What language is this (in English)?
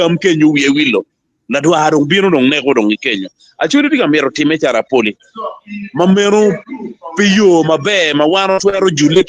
Acoli